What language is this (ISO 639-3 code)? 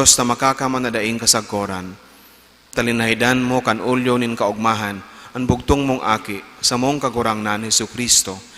bik